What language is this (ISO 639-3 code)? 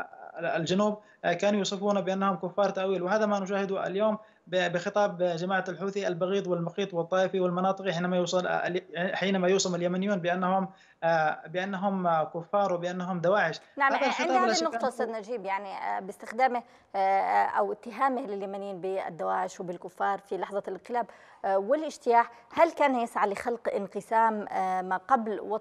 ara